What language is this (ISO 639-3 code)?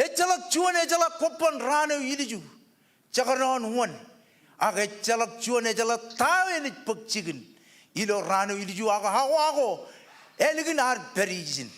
mah